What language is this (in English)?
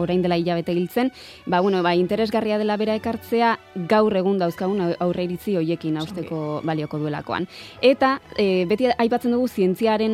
Basque